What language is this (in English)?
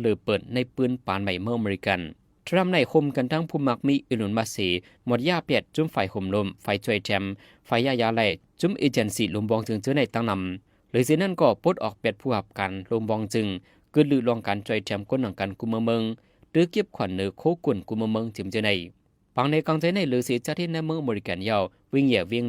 Shan